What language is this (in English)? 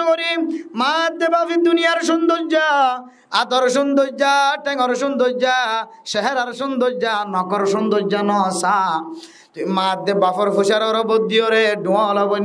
Rohingya